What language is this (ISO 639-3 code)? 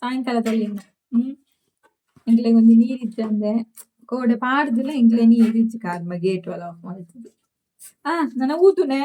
tcy